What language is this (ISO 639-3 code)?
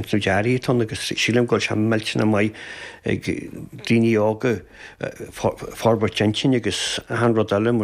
gle